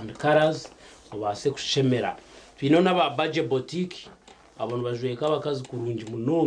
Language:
Nyankole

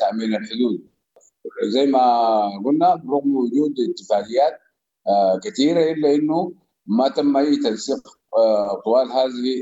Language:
Sudanese Arabic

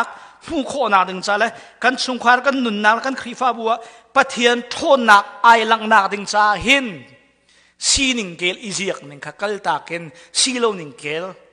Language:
Hakha Chin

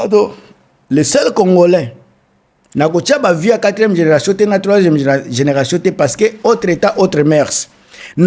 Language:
Lingala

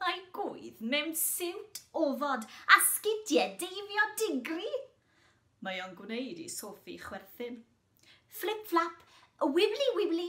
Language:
Welsh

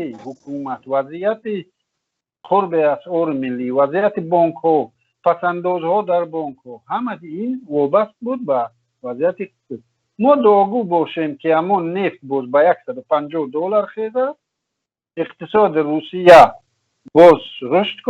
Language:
Tajik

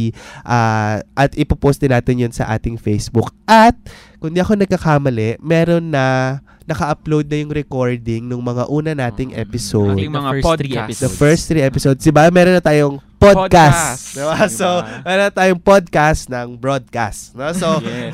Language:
Filipino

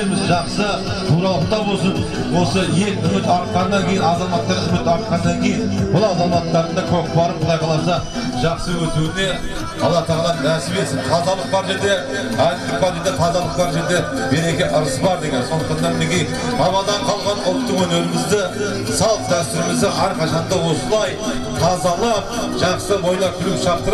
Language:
Kazakh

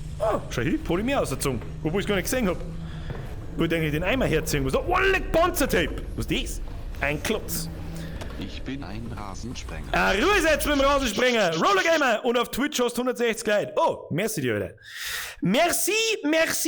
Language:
Bavarian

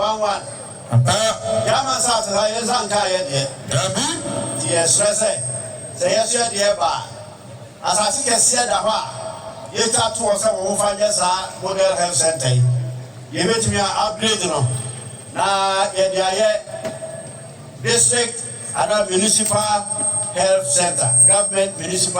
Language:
Akan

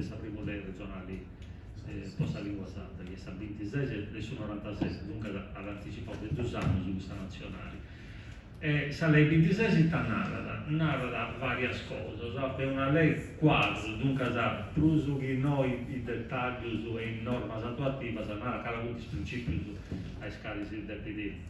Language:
Sardinian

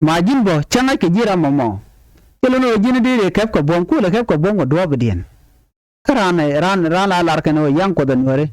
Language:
Nuer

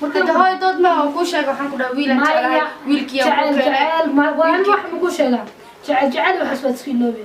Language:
Somali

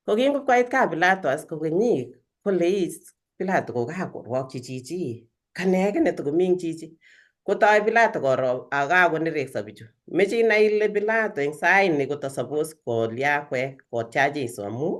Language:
Kalenjin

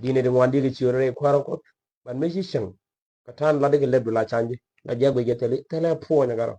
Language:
Nuer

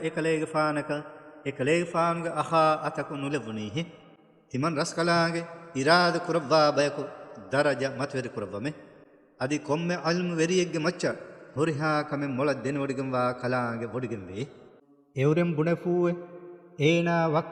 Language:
Divehi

